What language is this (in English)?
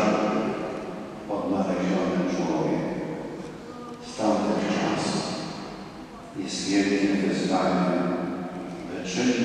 Polish